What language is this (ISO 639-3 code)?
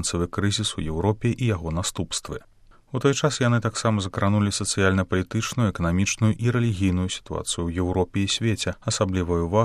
bel